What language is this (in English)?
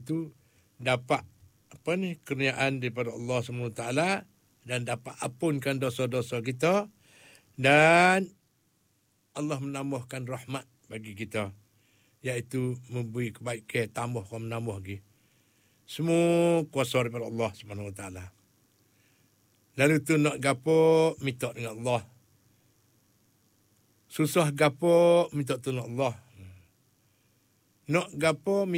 Malay